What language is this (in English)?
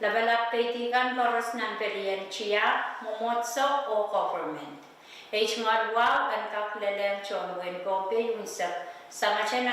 Pohnpeian